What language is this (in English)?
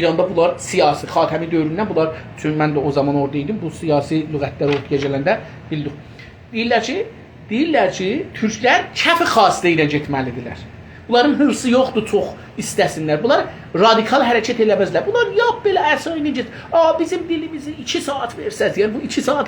South Azerbaijani